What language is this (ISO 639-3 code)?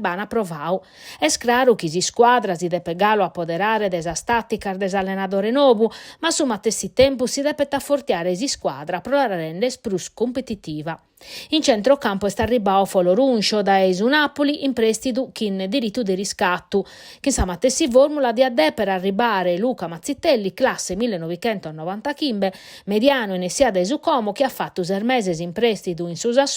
srd